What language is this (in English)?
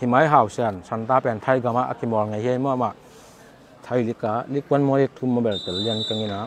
Tedim Chin